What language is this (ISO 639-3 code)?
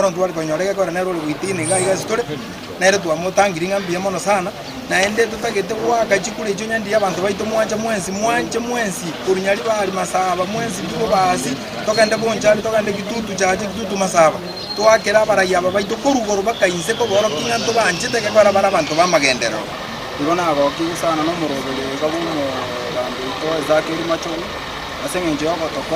guz